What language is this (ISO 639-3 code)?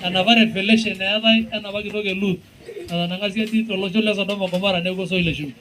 mas